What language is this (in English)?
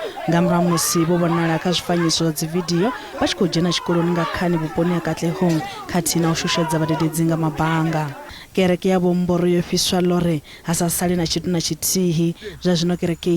Venda